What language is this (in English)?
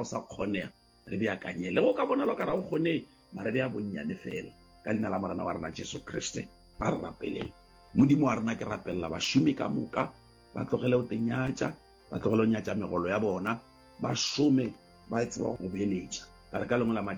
Northern Sotho